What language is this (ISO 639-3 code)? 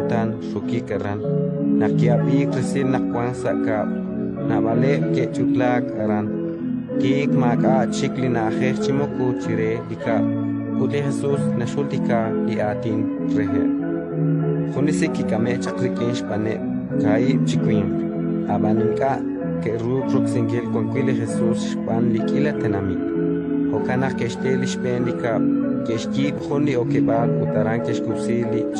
kek